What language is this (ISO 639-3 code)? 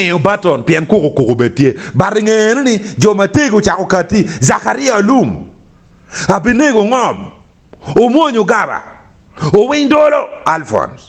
ach